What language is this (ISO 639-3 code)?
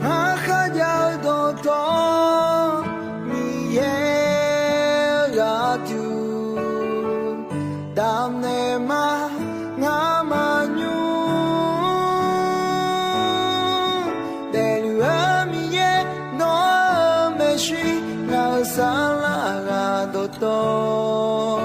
ahk